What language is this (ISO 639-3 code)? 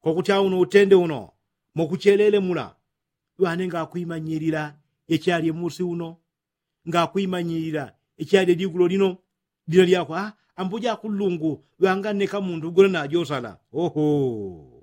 yao